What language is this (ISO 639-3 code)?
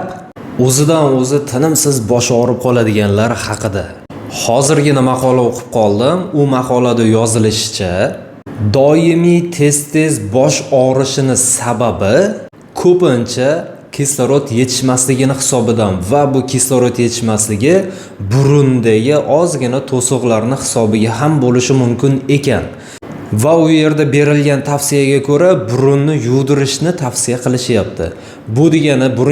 uzb